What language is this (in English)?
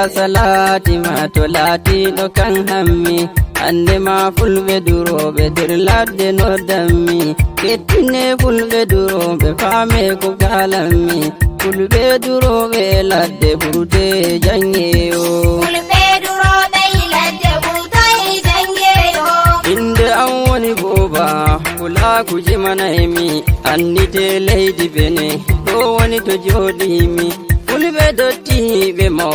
Nigerian Fulfulde